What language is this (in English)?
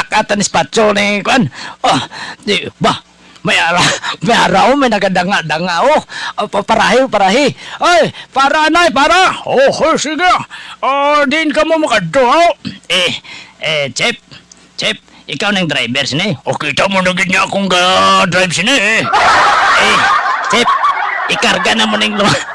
Hiligaynon